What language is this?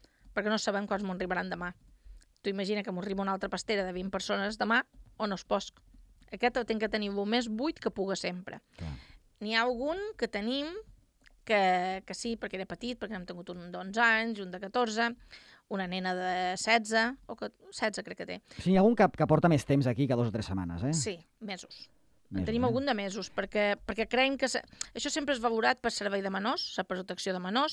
Catalan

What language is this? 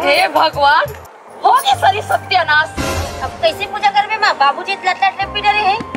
Chhattisgarhi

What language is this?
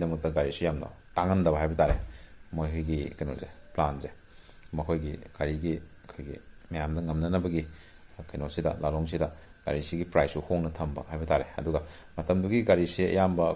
Manipuri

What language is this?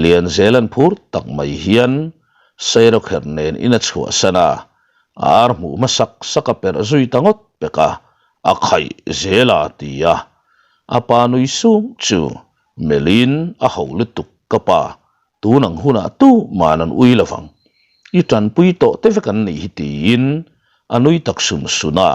Mizo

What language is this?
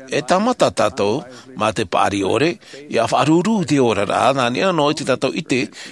Tahitian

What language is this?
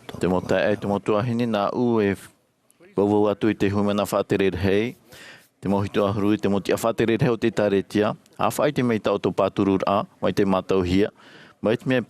Tahitian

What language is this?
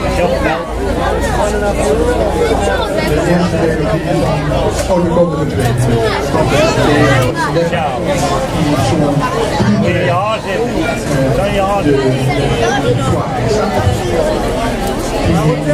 Dutch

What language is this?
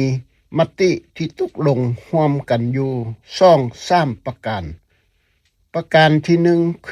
Lao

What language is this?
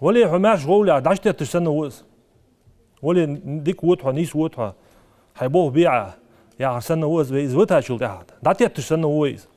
Ingush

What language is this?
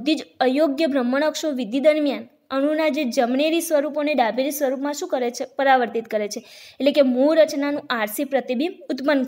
Gujarati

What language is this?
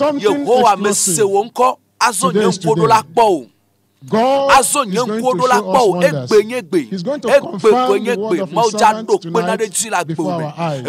Ewe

